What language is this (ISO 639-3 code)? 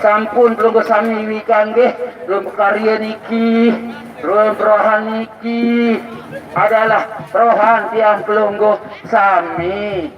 sas